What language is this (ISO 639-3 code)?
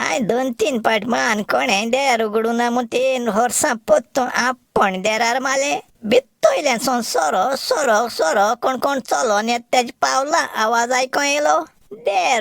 kok